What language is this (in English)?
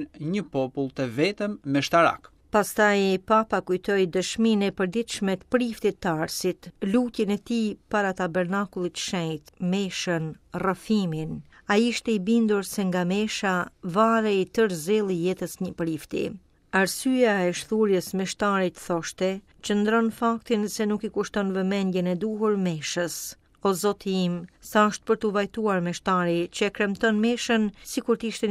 Albanian